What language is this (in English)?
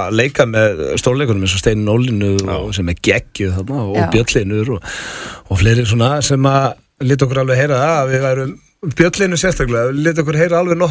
Icelandic